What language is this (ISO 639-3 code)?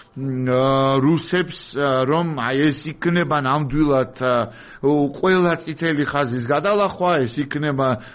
kat